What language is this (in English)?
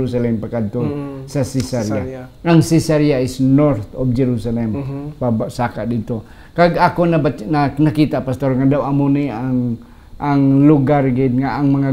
Hiligaynon